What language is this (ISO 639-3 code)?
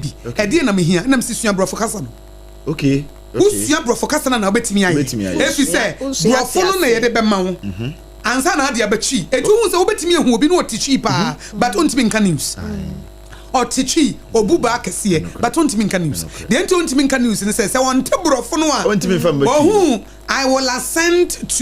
aka